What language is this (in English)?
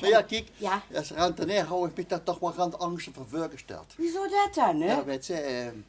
Limburgish